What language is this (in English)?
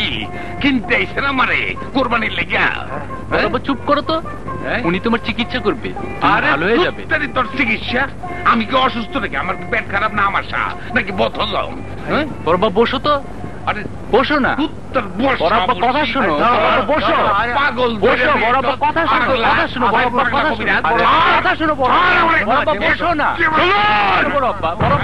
Bangla